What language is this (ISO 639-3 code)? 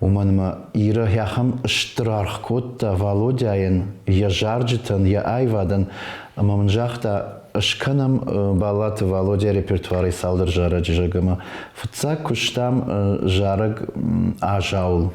oss